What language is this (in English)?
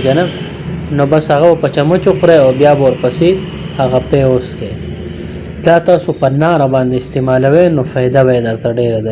Pashto